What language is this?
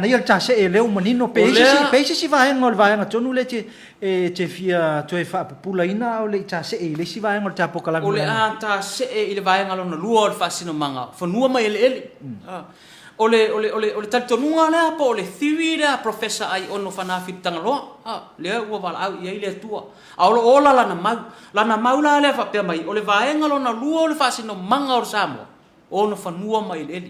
Samoan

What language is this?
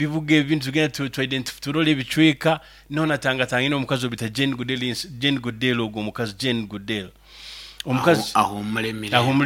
Nyoro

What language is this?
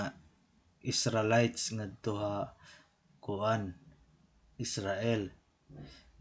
Waray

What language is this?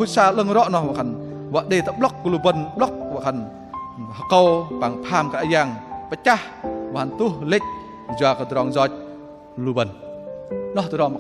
Bahnar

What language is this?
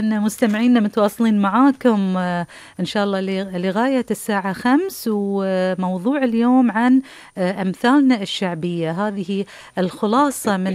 Gulf Arabic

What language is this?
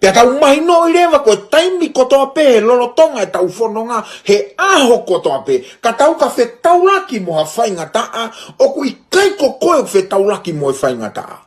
Tongan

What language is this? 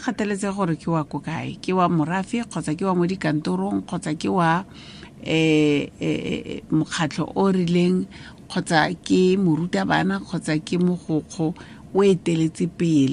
Tswana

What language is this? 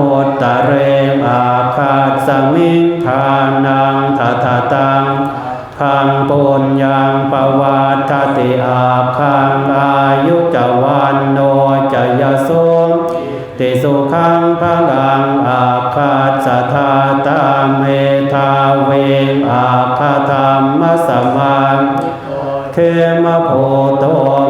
Pali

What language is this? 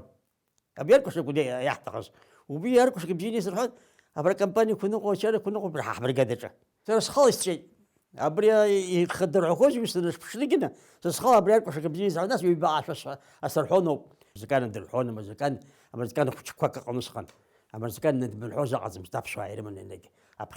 Abkhazian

